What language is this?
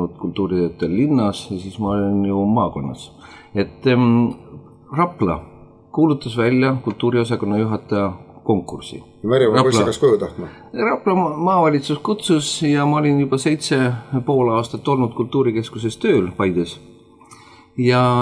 Estonian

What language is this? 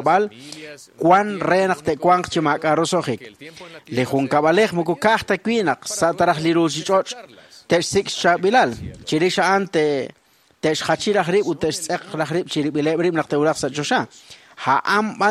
Kekchí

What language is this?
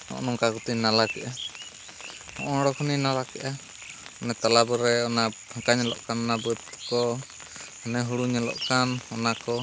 Santali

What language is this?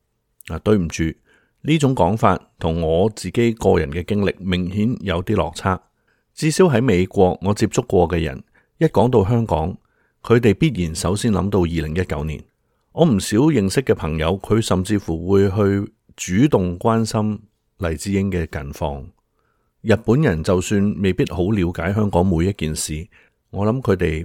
Cantonese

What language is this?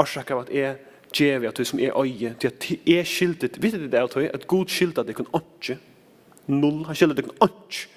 Faroese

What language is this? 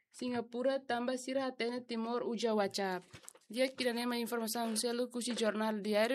Tetum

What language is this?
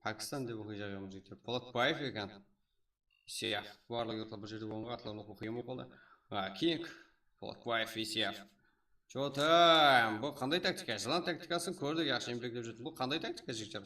Kara-Kalpak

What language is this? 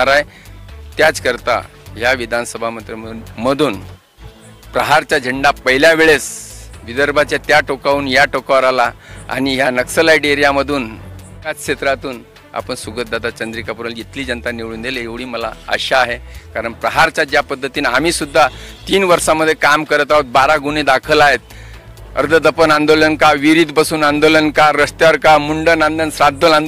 Marathi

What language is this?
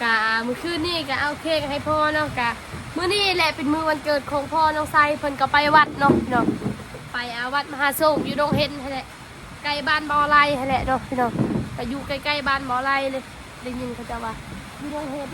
Northeastern Thai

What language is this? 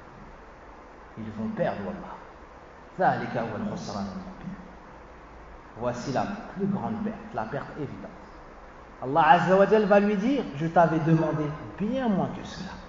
French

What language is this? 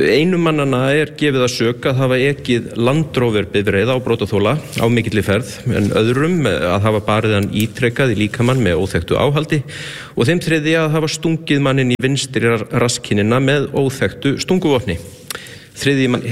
Icelandic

